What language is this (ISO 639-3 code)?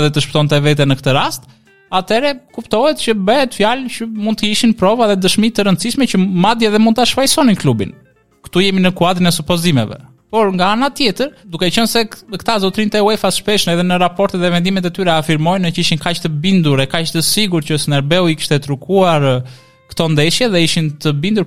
sqi